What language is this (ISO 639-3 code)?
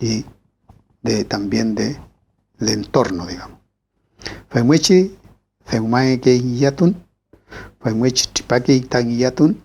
arn